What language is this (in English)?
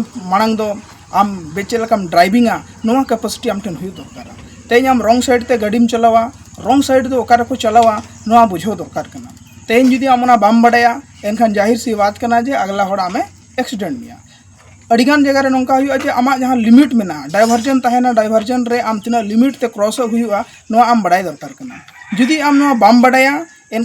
Santali